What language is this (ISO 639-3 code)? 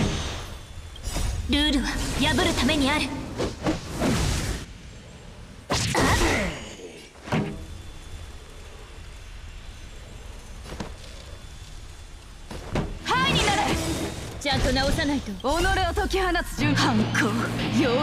jpn